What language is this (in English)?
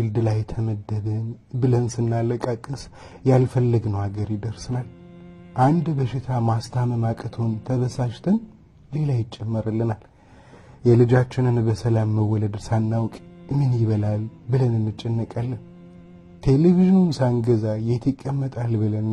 Amharic